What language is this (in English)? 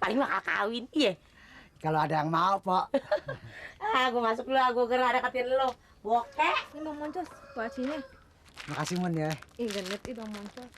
Betawi